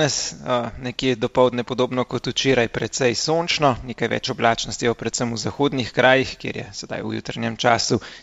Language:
Slovenian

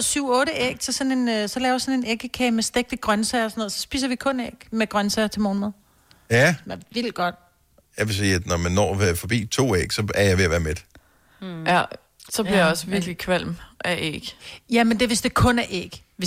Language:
Danish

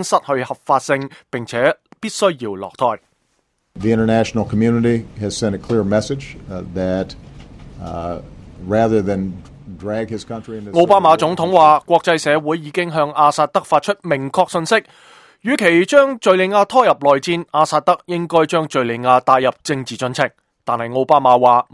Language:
Cantonese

